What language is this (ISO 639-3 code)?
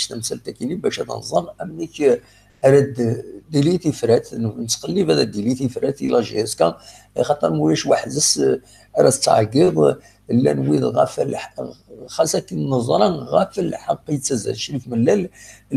kab